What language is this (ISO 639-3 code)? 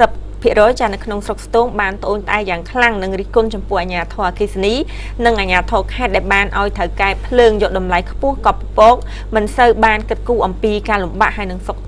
khm